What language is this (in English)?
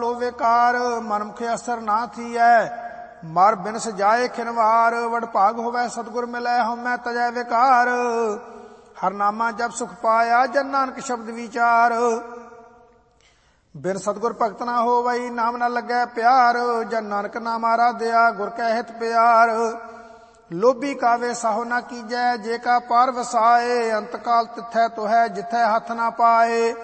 Punjabi